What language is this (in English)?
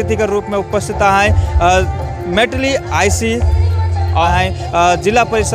Sadri